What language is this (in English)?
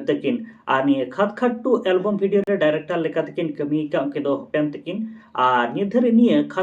Santali